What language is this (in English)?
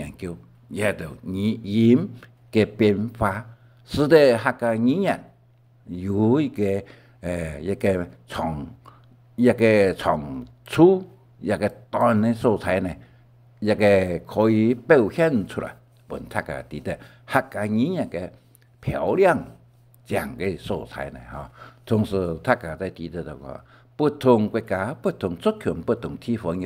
Hakka Chinese